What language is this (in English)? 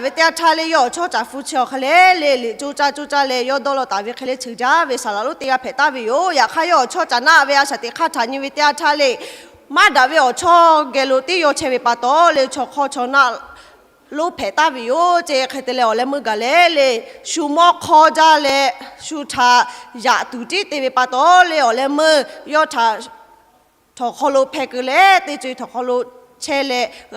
Lahu